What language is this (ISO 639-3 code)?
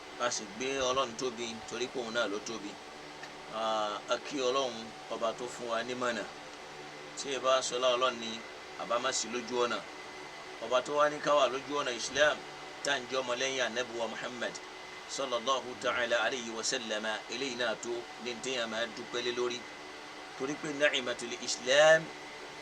yor